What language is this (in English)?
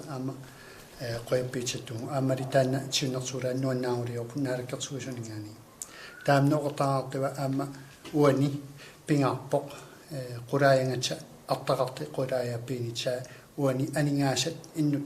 Kalaallisut